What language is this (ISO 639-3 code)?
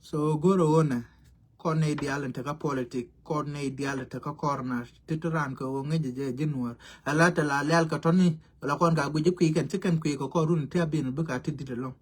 nus